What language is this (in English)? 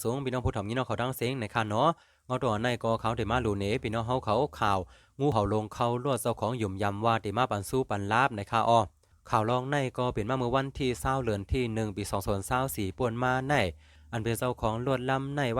Shan